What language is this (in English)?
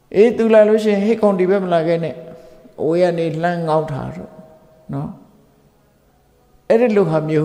Burmese